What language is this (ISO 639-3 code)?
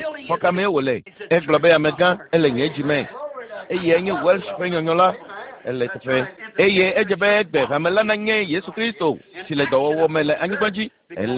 ewe